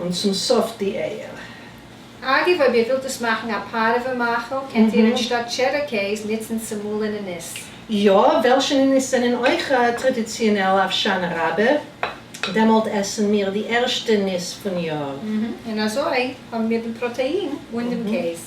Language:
Yiddish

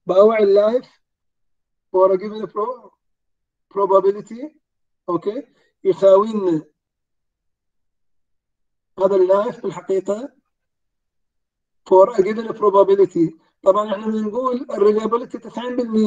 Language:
Mesopotamian Arabic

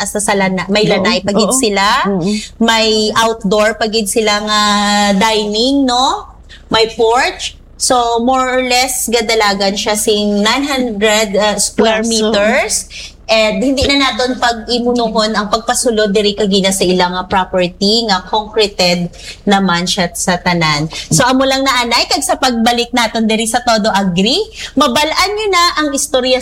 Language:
Hiligaynon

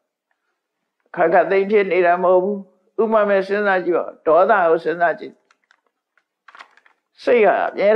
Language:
Burmese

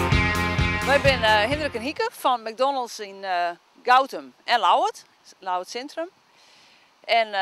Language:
Western Frisian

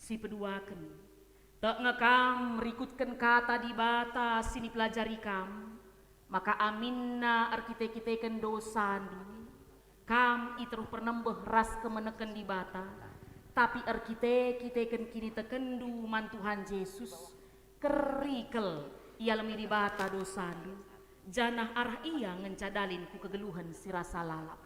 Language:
Batak Karo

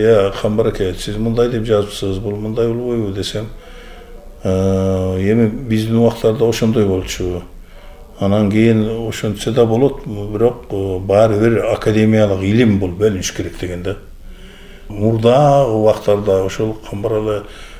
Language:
Kyrgyz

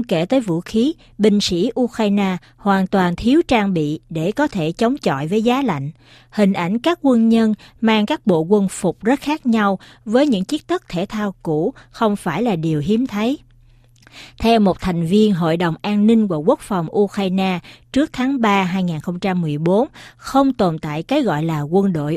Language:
Vietnamese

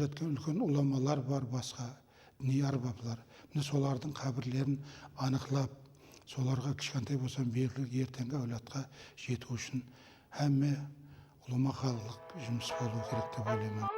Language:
Kara-Kalpak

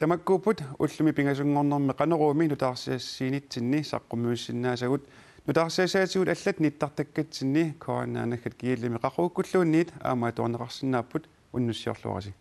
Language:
Kalaallisut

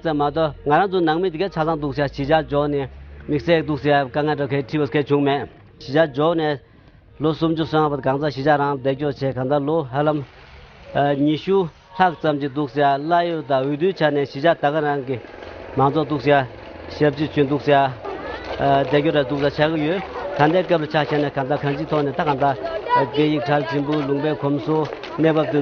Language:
Tibetan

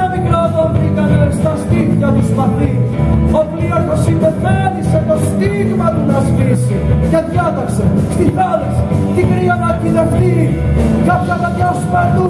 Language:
Greek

